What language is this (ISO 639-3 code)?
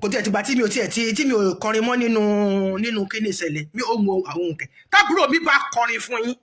yor